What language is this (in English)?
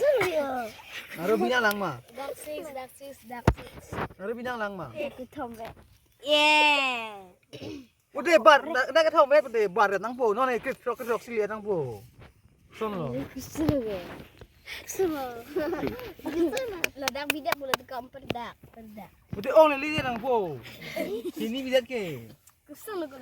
Karbi